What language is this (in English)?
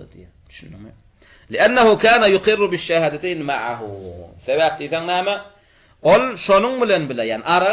Turkmen